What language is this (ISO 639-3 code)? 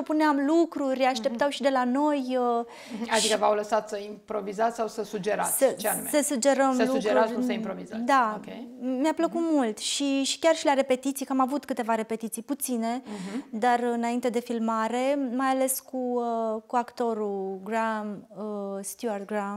ron